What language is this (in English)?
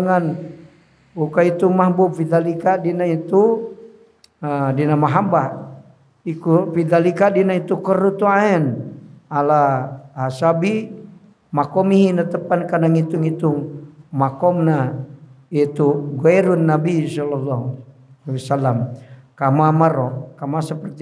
Sundanese